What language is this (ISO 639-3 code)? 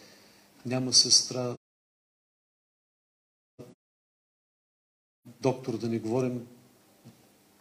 bul